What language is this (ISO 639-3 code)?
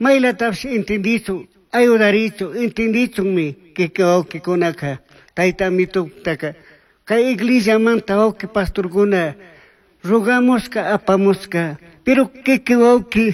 qug